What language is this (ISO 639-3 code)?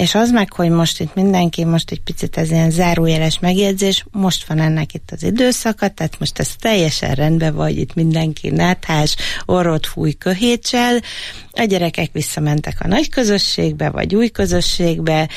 hun